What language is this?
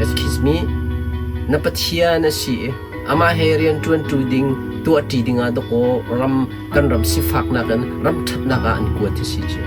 Hakha Chin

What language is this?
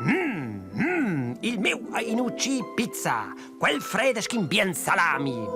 Romansh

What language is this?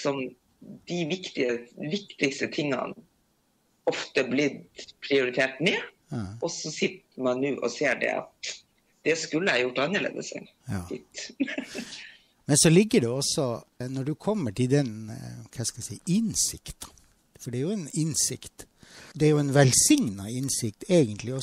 Norwegian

